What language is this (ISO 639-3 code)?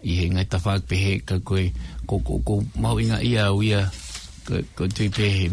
ton